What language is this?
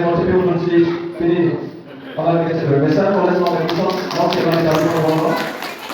Karbi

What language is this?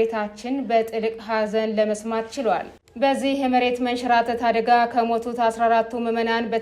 Amharic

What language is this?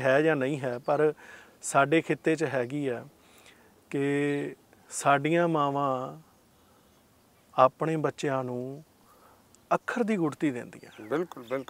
Punjabi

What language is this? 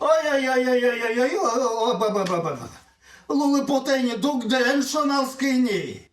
Udmurt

